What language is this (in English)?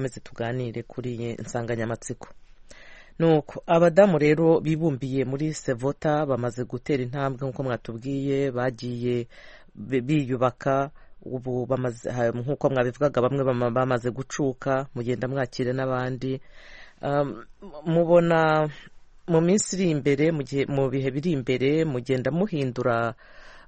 Kinyarwanda